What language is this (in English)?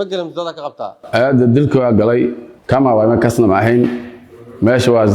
Somali